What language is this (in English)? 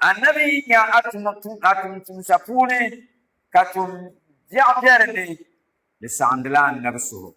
Dagbani